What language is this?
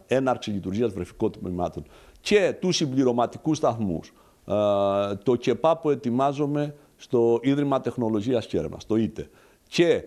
Greek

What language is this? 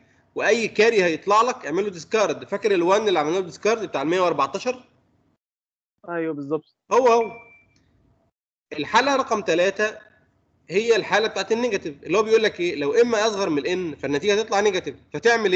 Egyptian Arabic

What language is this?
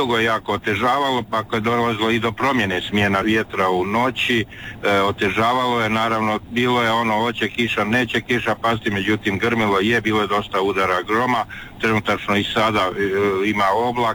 Croatian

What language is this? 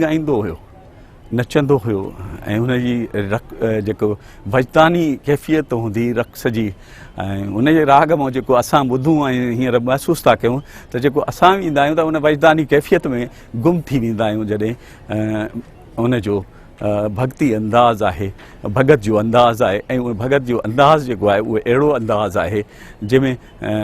Sindhi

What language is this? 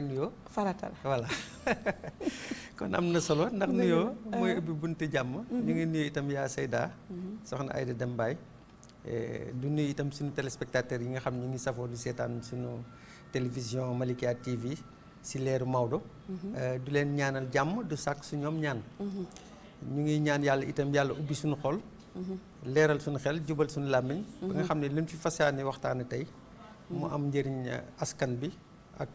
Wolof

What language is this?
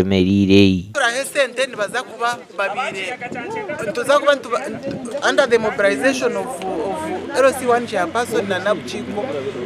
Nyankole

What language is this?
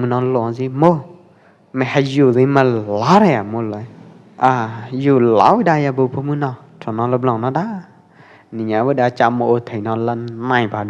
Pwo Eastern Karen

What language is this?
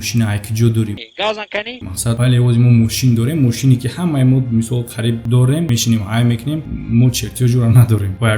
Tajik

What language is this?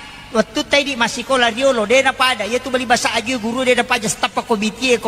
Buginese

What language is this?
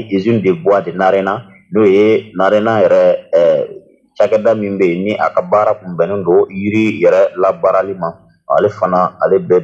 Bambara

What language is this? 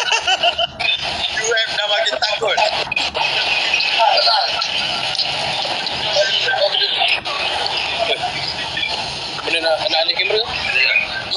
Malay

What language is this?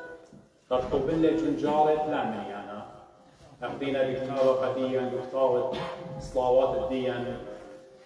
Assyrian Neo-Aramaic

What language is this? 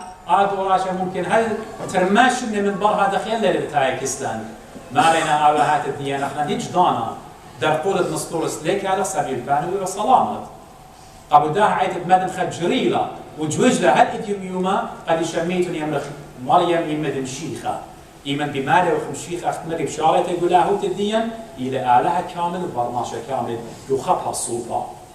Assyrian Neo-Aramaic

